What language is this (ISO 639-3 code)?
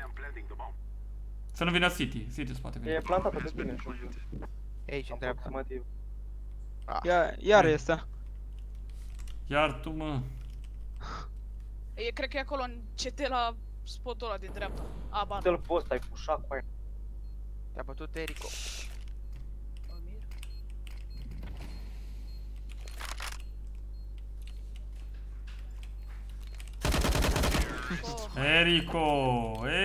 ron